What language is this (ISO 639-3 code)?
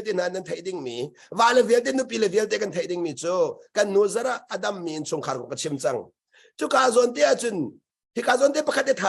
cnh